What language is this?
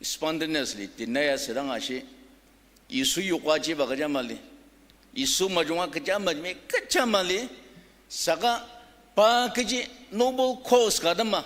Ao Naga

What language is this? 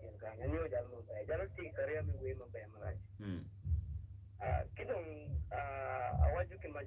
Acoli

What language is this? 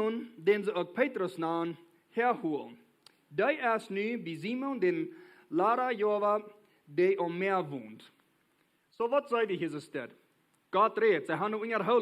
Plautdietsch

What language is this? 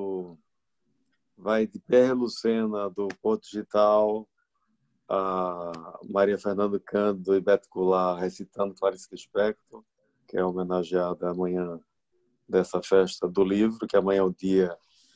Portuguese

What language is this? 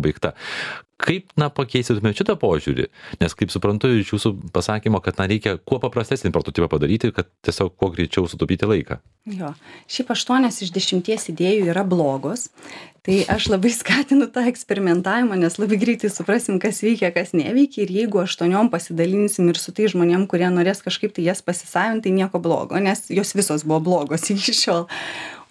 Lithuanian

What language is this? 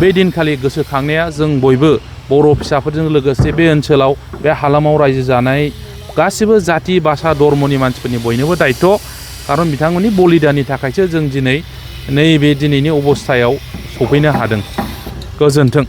Bodo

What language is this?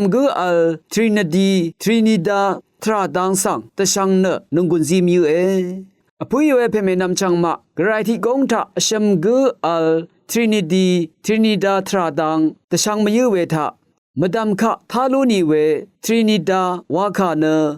Rawang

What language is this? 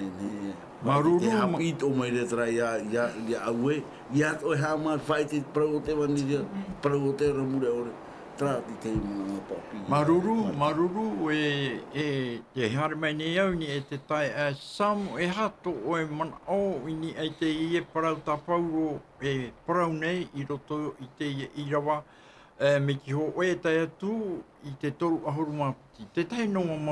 Tahitian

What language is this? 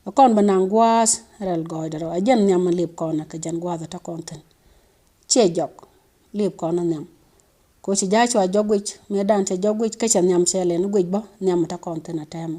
Nuer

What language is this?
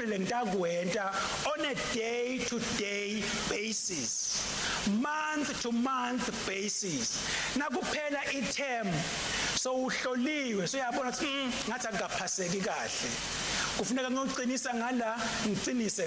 Swati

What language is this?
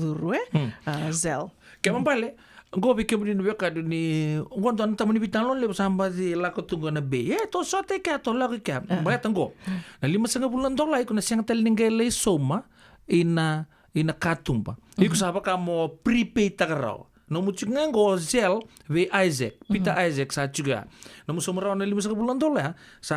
Fijian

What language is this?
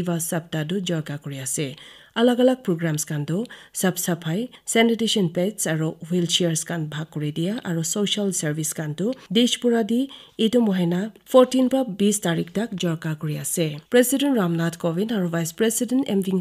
Naga Pidgin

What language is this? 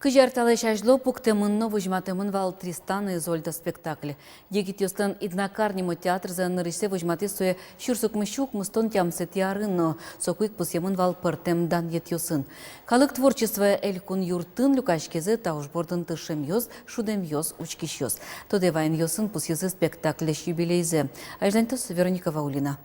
Udmurt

